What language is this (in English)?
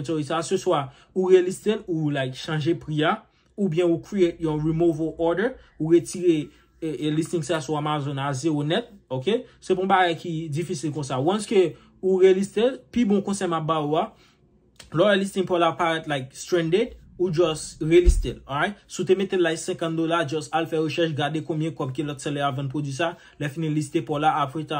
Haitian Creole